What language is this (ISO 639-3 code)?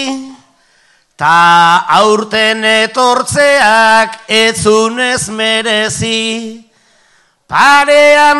eus